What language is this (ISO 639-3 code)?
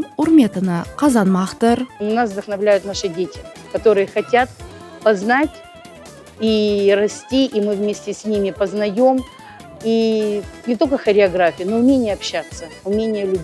crh